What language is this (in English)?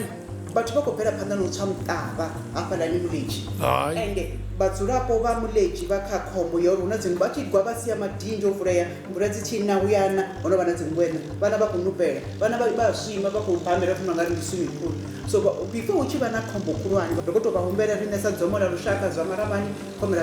Venda